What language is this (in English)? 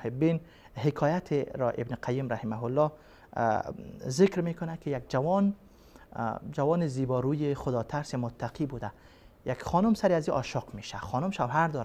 Persian